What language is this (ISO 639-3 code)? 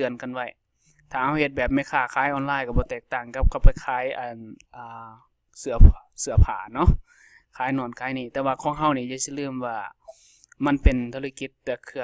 lao